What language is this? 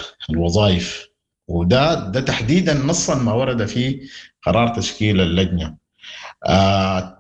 Sudanese Arabic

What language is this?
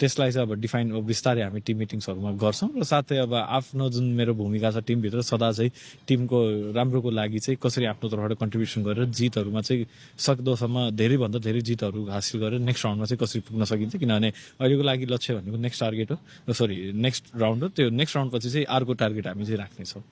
Nepali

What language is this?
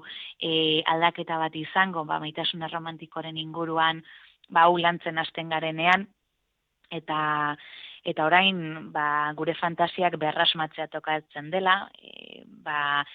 Basque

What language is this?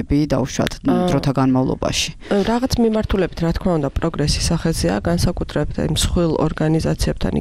Georgian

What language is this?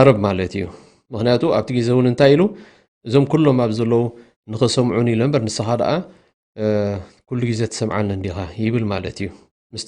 Tigrinya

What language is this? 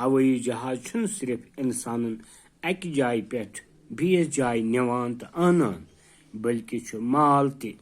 Kashmiri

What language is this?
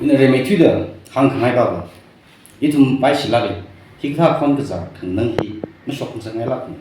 Tangkhul Naga (India)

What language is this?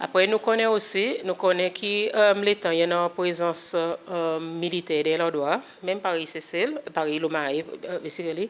Seselwa Creole French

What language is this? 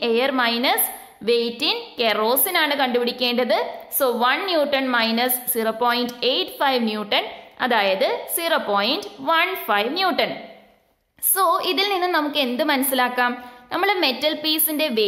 Malayalam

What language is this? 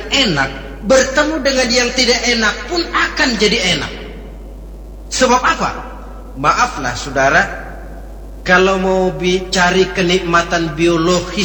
Indonesian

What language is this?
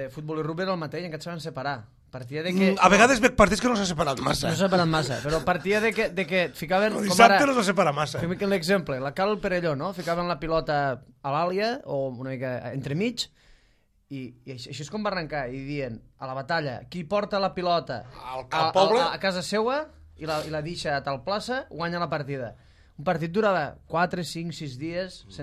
Catalan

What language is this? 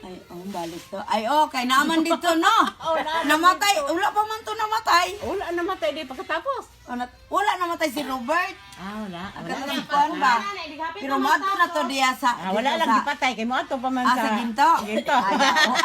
Cebuano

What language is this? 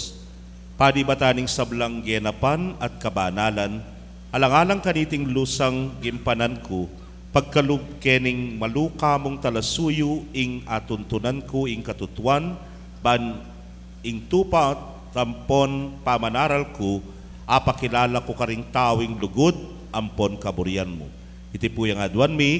Pampanga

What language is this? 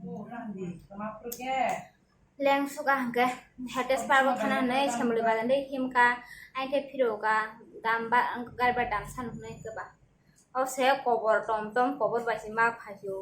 Kok Borok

